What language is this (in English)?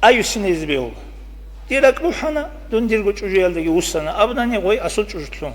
Avaric